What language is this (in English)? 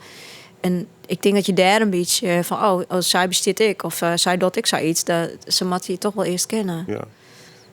Western Frisian